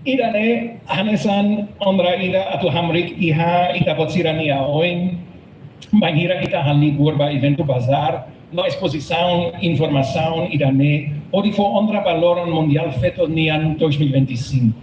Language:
Tetum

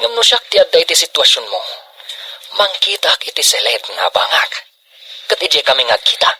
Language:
Iloko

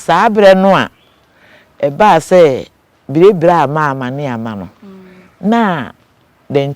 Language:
Akan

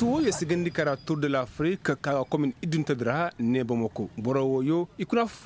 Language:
Koyraboro Senni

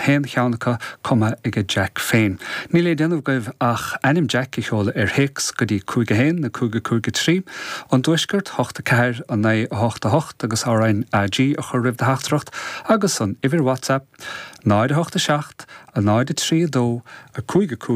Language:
Irish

